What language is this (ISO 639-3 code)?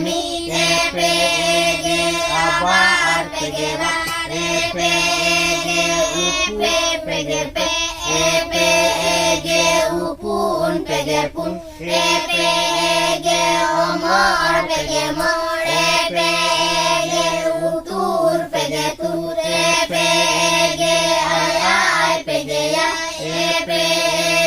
sat